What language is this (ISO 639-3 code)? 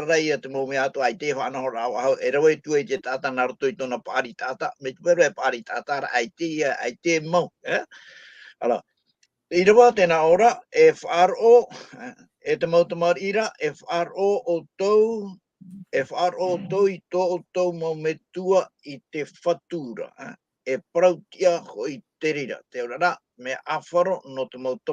tah